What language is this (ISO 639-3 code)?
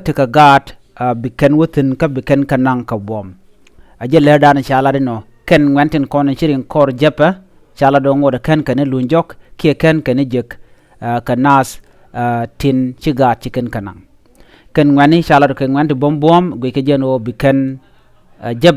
nus